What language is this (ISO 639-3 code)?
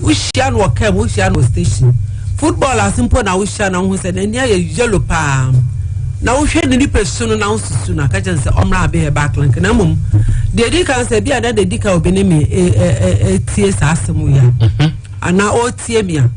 aka